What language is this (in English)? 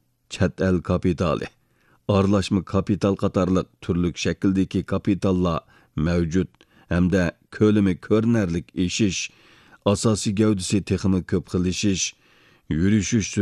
Uyghur